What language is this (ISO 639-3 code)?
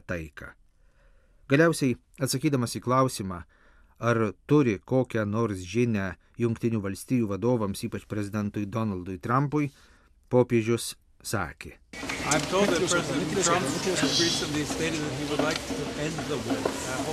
lit